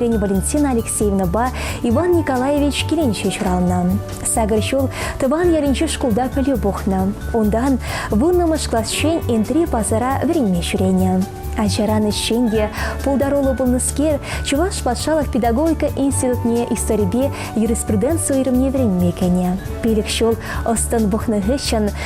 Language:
Chuvash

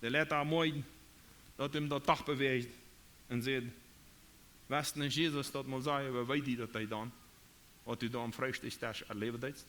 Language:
Plautdietsch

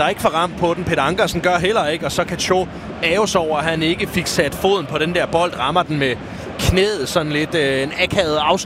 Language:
Danish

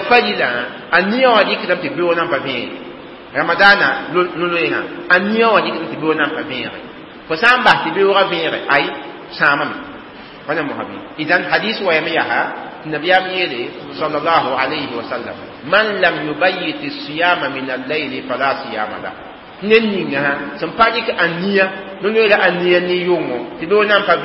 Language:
Mossi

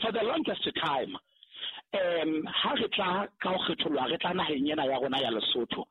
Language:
Southern Sotho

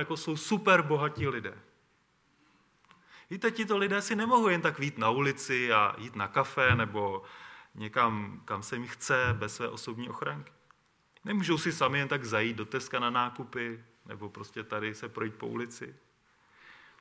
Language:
Czech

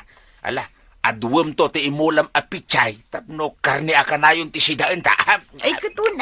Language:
Iloko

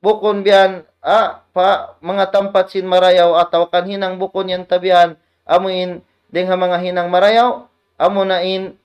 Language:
Tausug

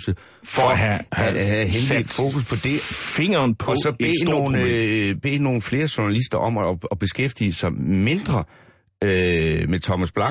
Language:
Danish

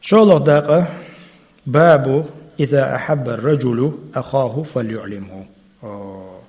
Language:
Chechen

